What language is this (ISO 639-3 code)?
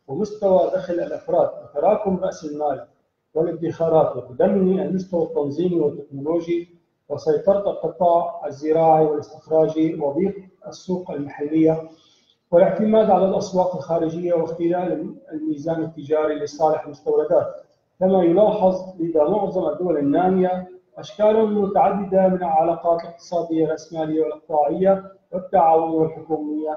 ara